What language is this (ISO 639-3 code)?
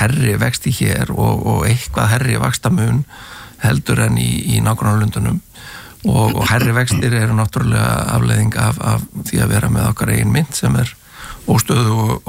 isl